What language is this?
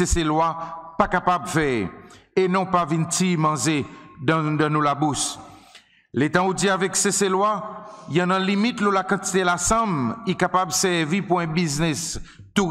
Seselwa Creole French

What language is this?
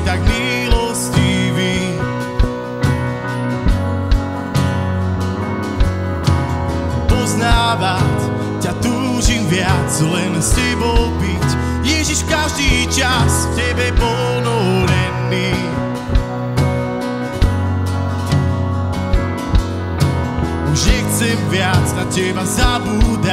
Slovak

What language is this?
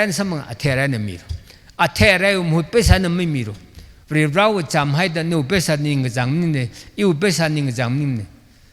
Tangkhul Naga (India)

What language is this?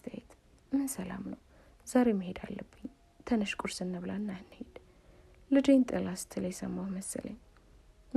Amharic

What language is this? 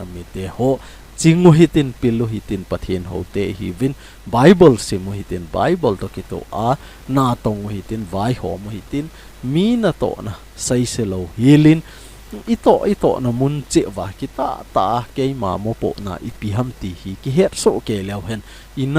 Thado Chin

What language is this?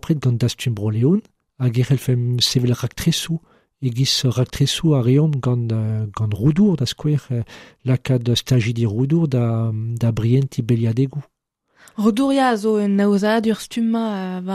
Breton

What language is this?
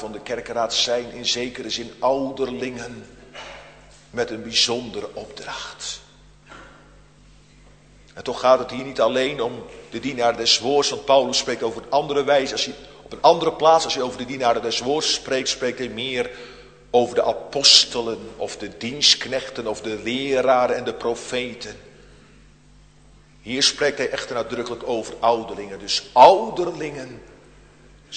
Dutch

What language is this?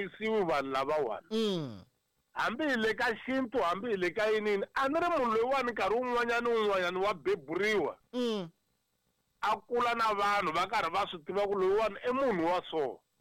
Tsonga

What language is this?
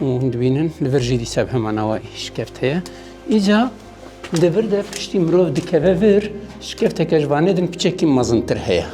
Kurdish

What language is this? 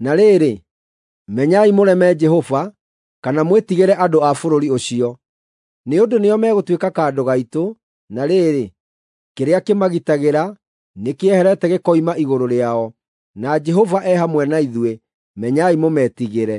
Kikuyu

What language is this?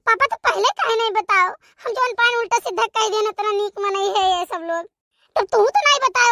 Awadhi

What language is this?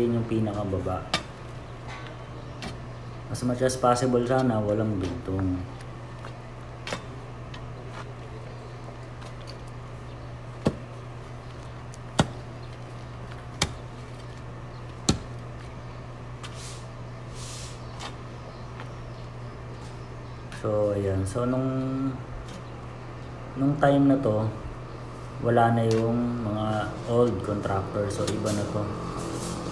Filipino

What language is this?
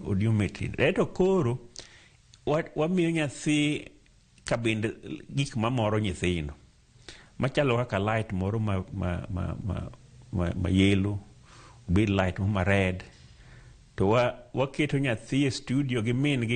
Luo (Kenya and Tanzania)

